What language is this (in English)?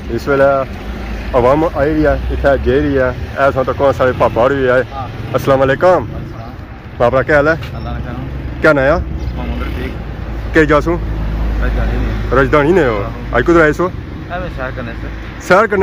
Pahari-Potwari